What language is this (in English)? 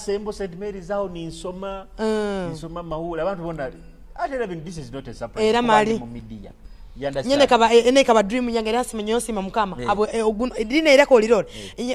Nyoro